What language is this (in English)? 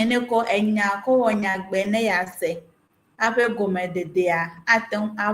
Ewe